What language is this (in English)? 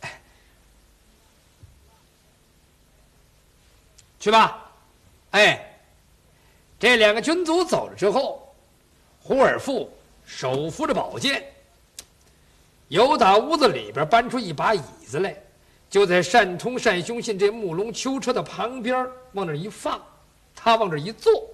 Chinese